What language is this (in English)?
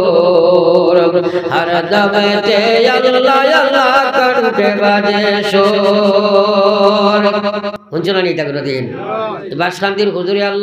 Sylheti